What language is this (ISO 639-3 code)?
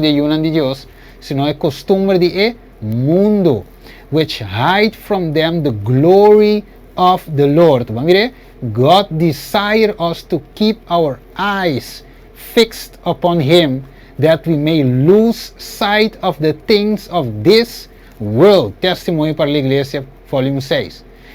pap